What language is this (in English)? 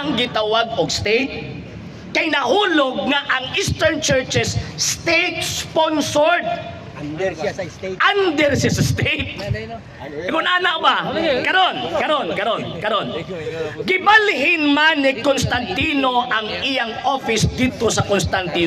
Cebuano